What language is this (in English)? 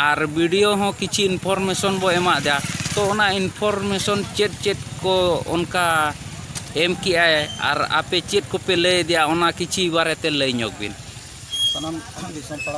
Santali